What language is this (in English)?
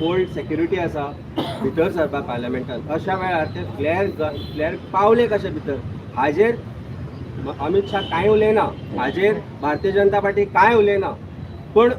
Konkani